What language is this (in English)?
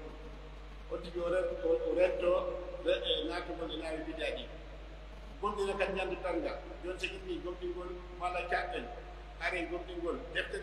Pular